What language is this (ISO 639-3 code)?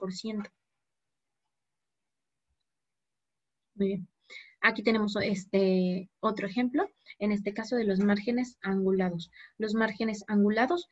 spa